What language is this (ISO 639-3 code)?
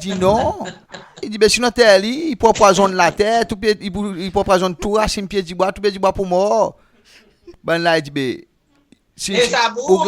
crs